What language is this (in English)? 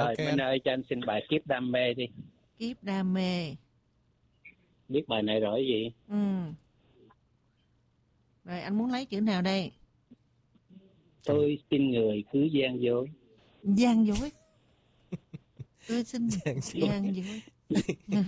Vietnamese